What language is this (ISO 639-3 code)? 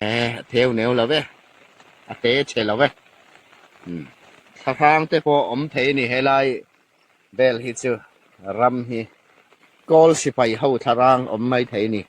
hmr